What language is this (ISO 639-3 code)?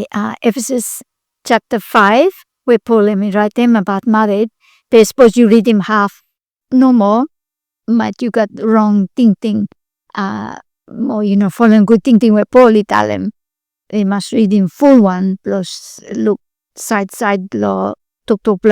bis